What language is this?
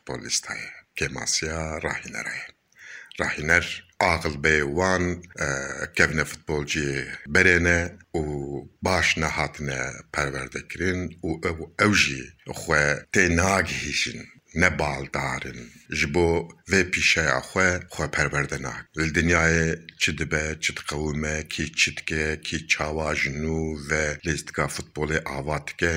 Kurdish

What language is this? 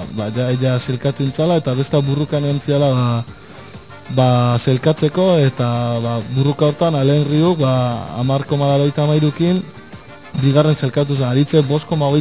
Basque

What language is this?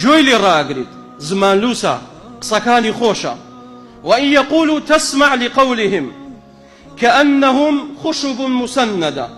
Central Kurdish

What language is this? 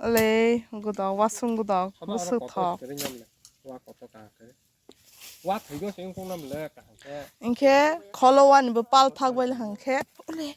Kok Borok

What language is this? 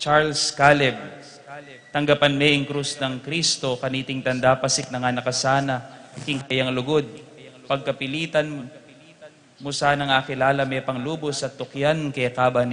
Pampanga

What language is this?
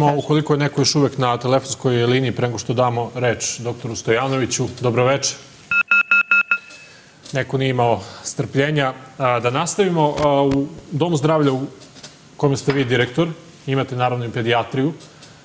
Serbian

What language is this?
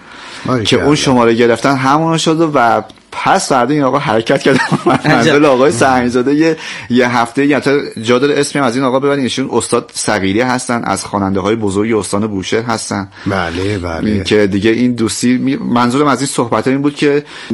Persian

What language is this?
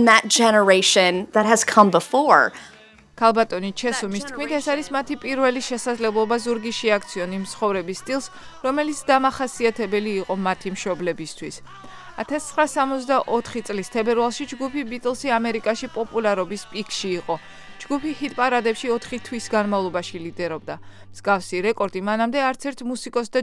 Georgian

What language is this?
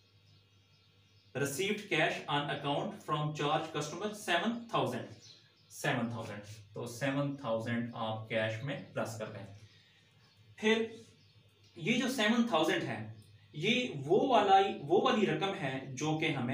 Hindi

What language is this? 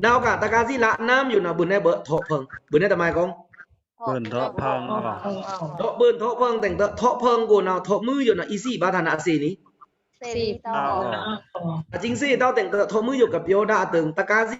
Pa'o Karen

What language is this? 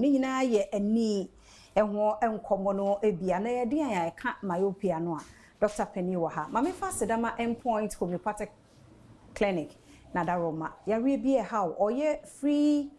Akan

